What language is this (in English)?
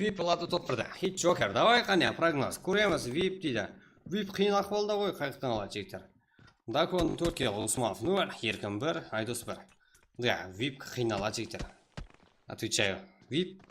Kara-Kalpak